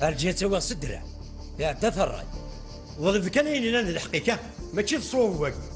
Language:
Kabyle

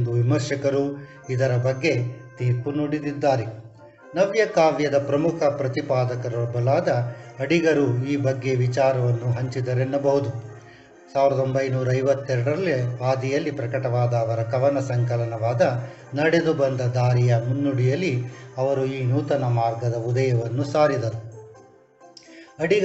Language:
Kannada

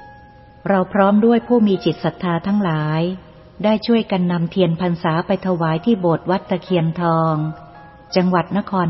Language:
Thai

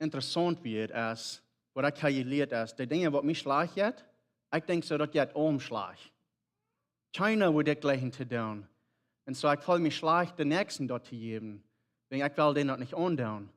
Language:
Plautdietsch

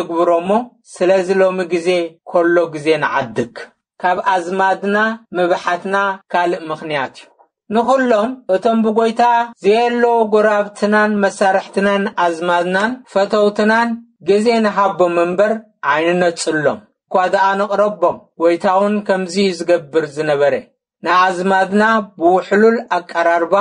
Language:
Tigrinya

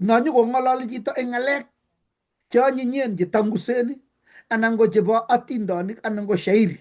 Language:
Kalenjin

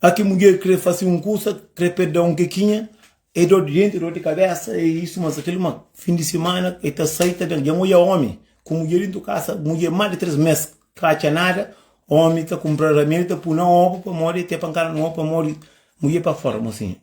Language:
Kabuverdianu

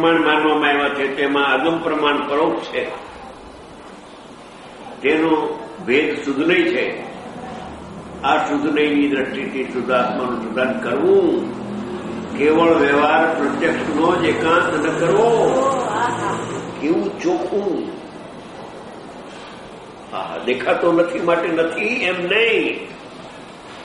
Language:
Gujarati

